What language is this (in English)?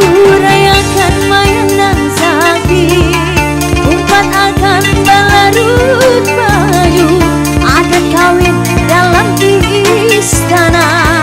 Banjar